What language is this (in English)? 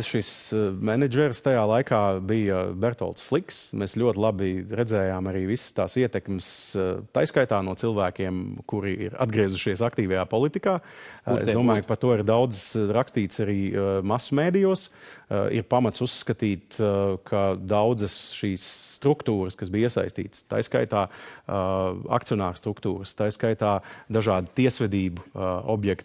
Latvian